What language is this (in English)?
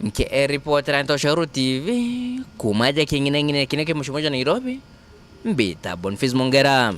Meru